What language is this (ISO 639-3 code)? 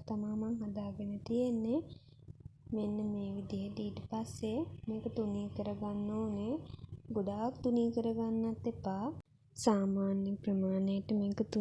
sin